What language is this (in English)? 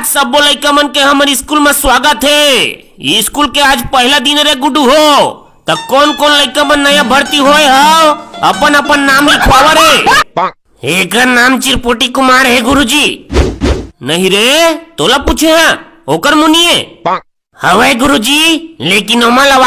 Chhattisgarhi